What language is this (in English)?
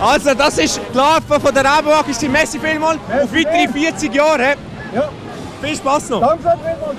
Swiss German